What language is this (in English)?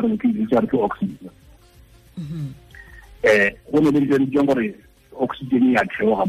Tswana